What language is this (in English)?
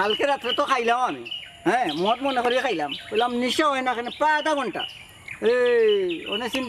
Sylheti